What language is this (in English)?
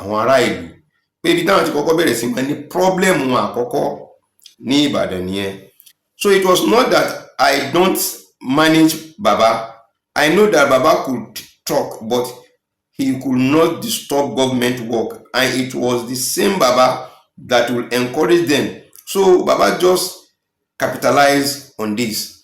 Yoruba